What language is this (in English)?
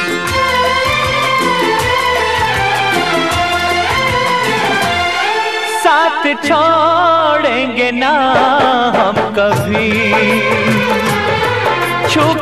Hindi